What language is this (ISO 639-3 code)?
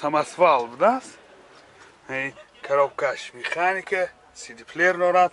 tgk